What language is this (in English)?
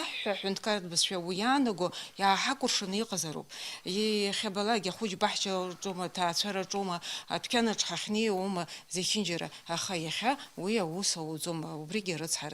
Abkhazian